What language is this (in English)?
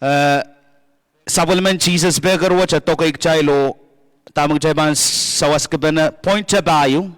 Pohnpeian